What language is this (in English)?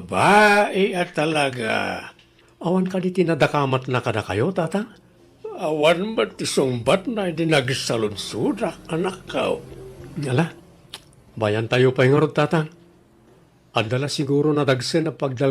Iloko